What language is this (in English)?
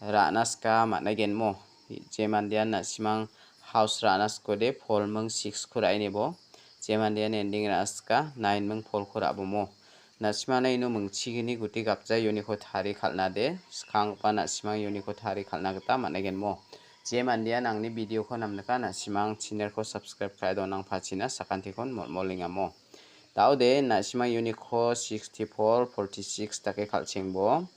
Garo